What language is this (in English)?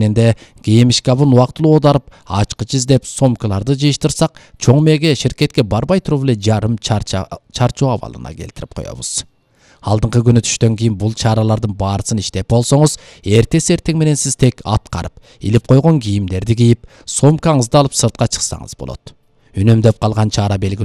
Kyrgyz